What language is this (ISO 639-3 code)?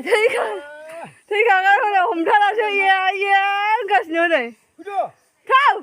brx